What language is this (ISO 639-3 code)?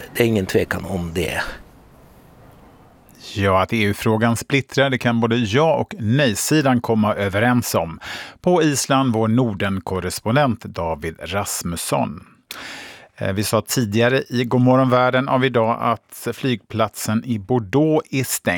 swe